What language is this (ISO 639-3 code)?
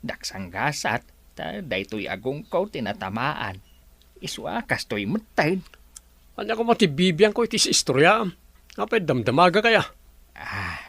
ilo